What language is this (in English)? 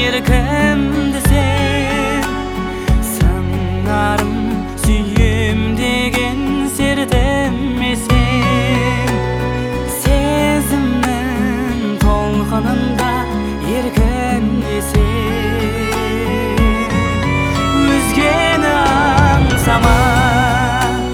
Kazakh